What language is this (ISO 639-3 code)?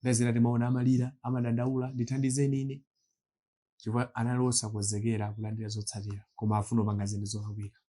nya